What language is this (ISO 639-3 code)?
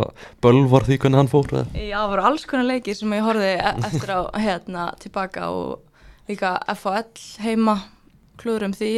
isl